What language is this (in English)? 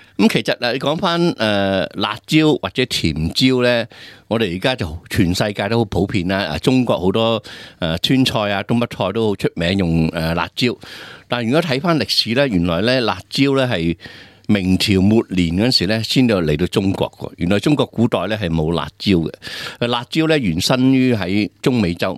Cantonese